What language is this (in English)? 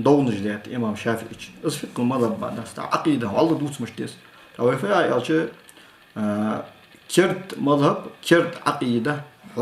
Ingush